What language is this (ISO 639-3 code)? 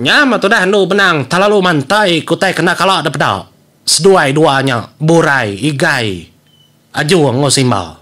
iba